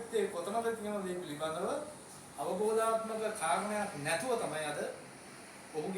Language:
Sinhala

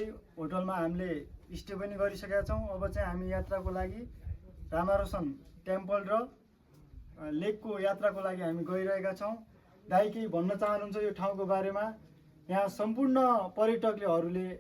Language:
Nepali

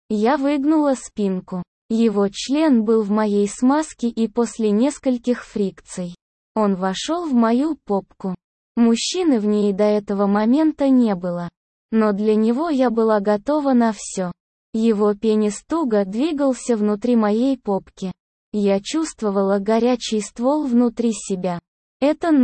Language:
Russian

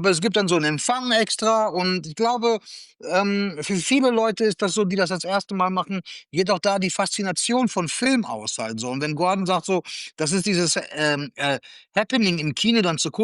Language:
German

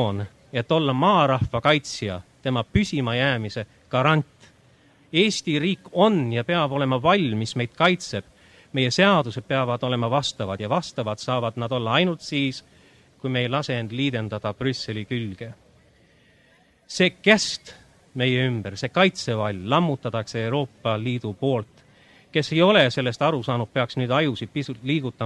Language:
Estonian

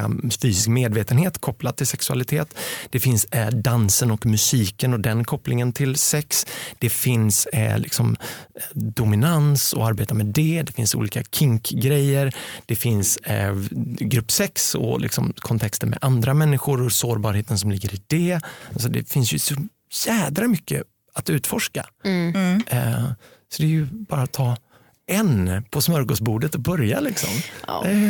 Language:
Swedish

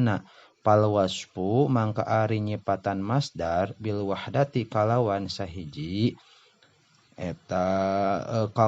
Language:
Sundanese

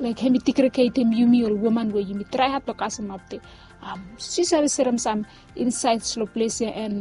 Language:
Bislama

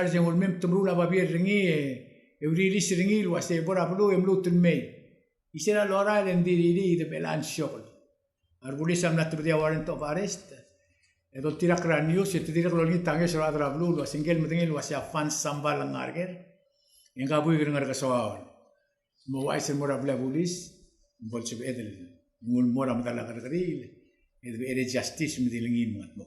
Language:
Palauan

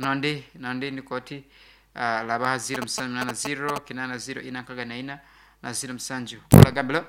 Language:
Nyankole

